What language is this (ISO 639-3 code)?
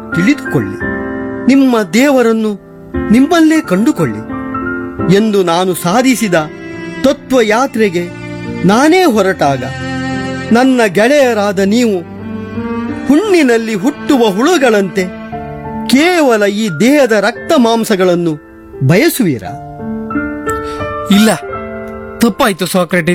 kan